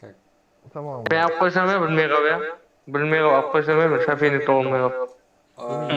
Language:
Kara-Kalpak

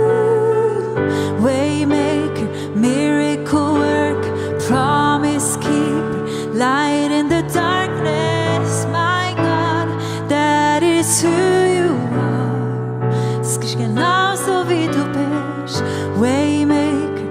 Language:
Swiss German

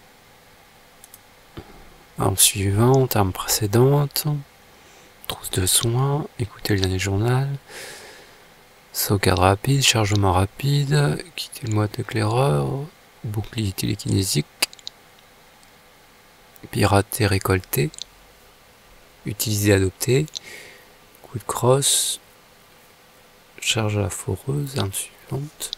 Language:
French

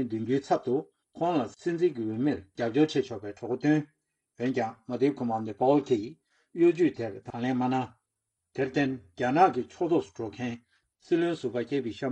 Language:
Tibetan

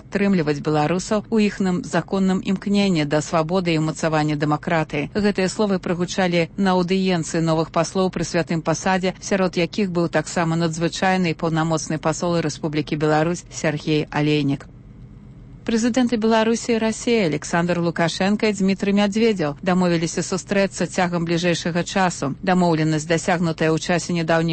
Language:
Belarusian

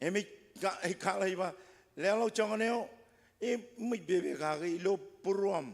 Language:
Marshallese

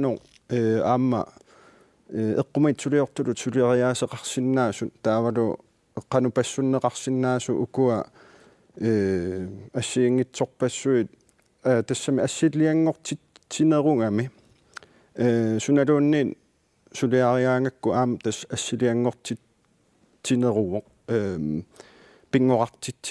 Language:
Kalaallisut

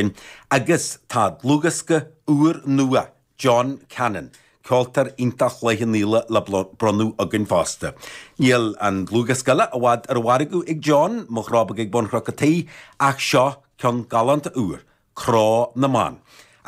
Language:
Irish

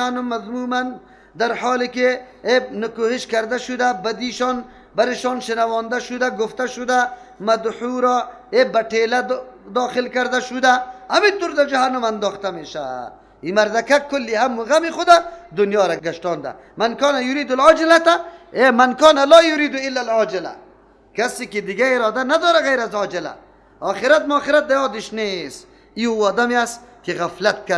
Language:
Persian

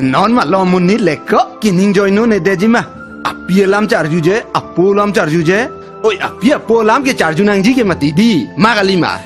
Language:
Karbi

